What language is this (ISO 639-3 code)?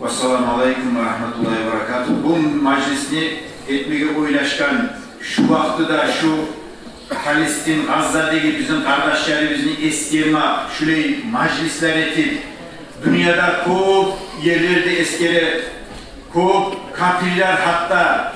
kum